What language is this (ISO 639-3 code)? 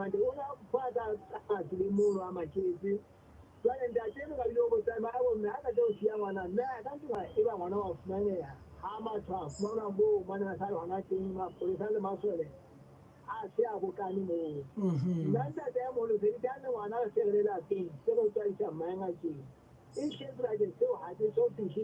sot